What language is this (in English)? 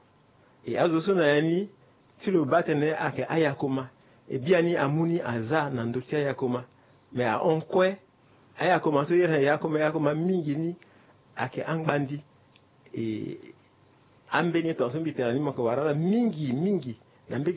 Sango